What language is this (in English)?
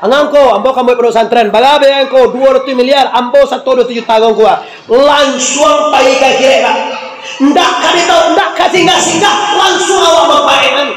Minangkabau